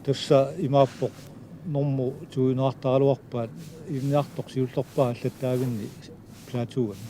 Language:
Kalaallisut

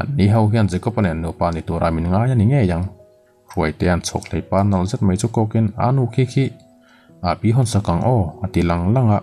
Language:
Mizo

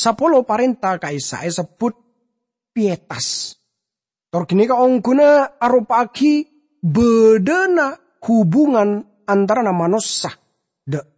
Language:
Madurese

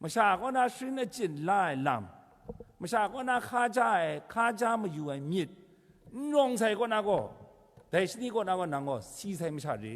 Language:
Kachin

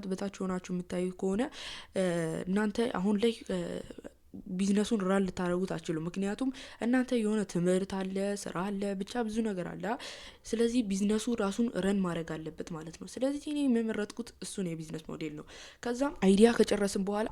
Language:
Amharic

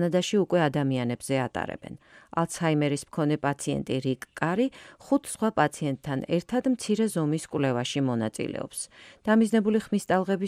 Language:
Georgian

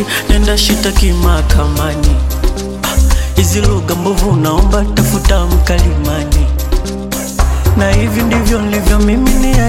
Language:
Swahili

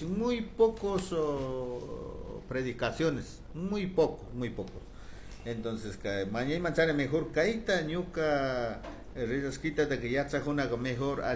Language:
Chimborazo Highland Quichua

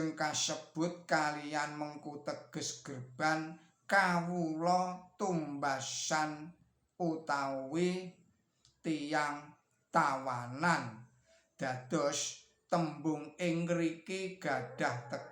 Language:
Javanese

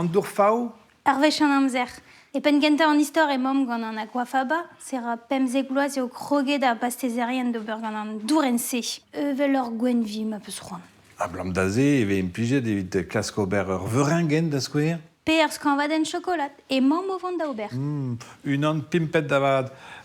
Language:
Breton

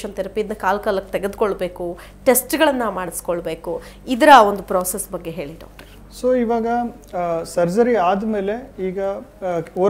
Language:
Kannada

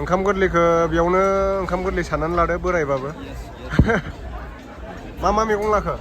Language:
Bodo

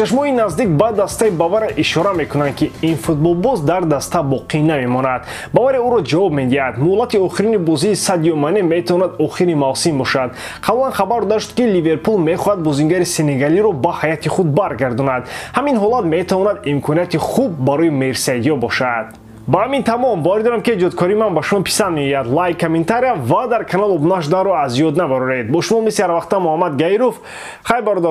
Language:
Tajik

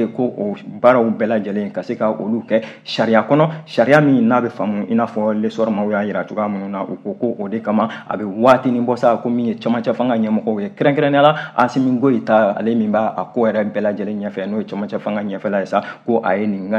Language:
Bambara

